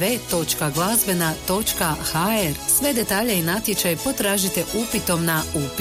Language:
Croatian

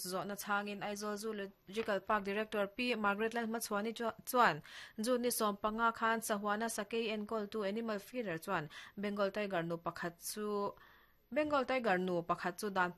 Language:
Mizo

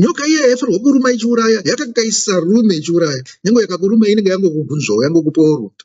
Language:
Shona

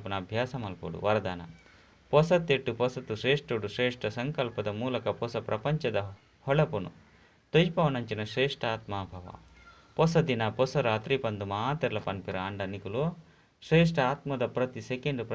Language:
Tulu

